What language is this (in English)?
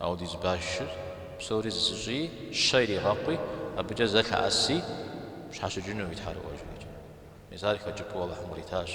Kabardian